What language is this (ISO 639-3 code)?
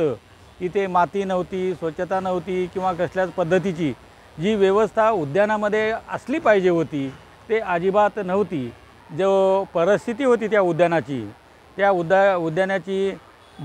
mar